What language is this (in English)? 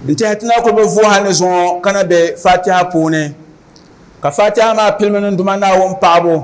Dagbani